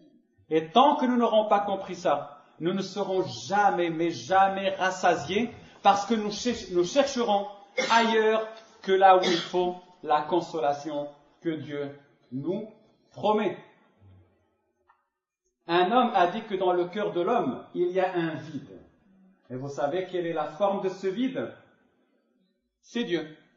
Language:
French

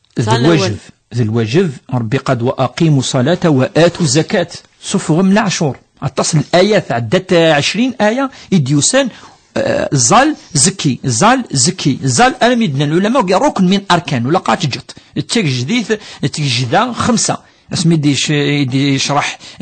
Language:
Kabyle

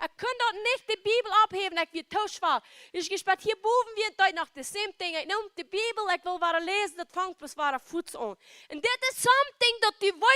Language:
Plautdietsch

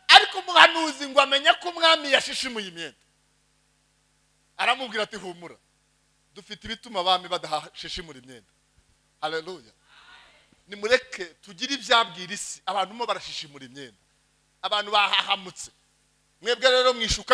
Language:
Kinyarwanda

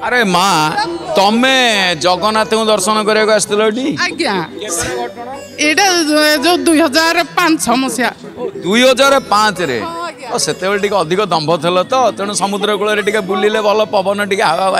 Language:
Odia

